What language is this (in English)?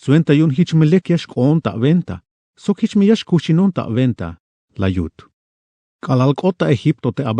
Tzeltal